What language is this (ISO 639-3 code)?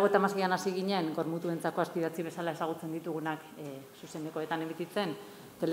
eus